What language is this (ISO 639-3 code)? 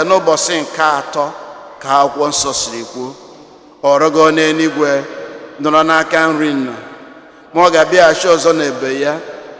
ibo